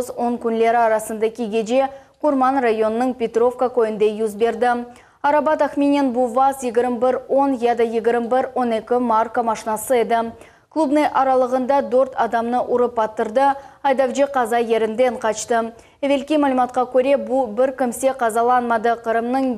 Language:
Crimean Tatar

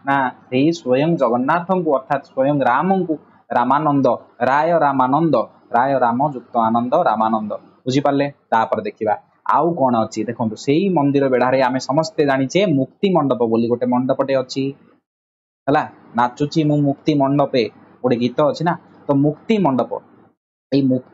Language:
Odia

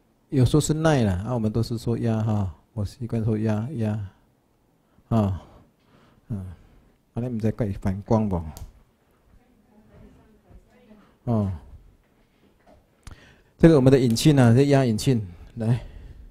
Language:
Chinese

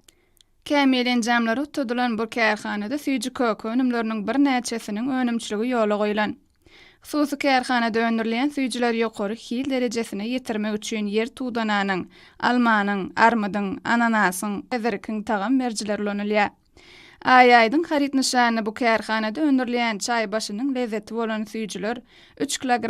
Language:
Turkmen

